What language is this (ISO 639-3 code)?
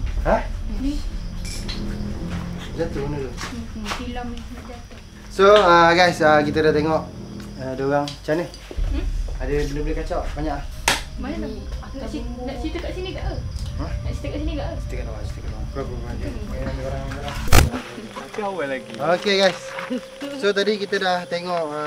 msa